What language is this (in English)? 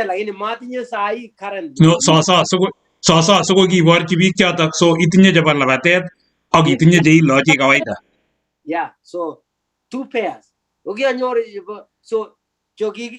Kalenjin